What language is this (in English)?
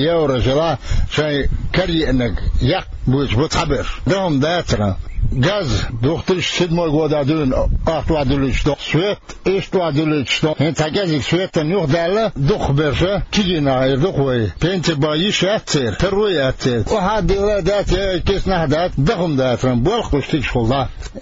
Chechen